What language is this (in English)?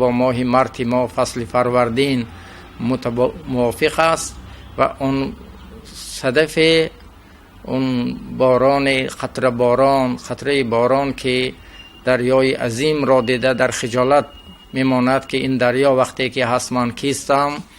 Tajik